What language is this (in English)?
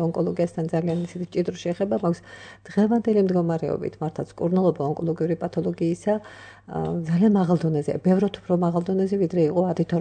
Georgian